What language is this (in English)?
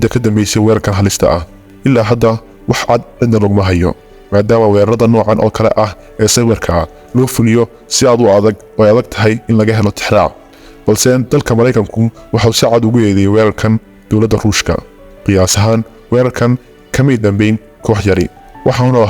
Somali